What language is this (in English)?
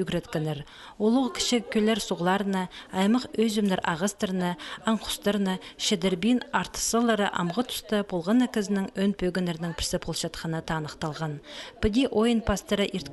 Khakas